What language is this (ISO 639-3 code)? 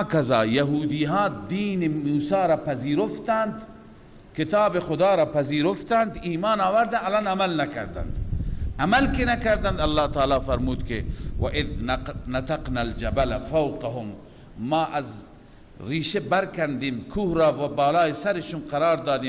fas